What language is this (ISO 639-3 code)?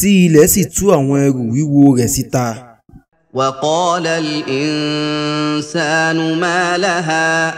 yor